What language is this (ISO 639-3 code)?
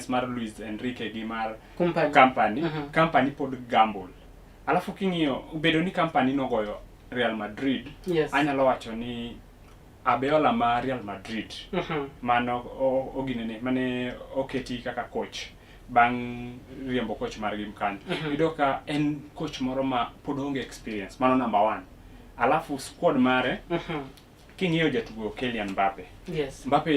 luo